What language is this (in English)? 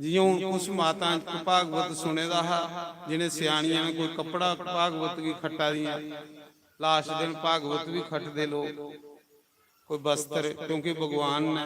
Dogri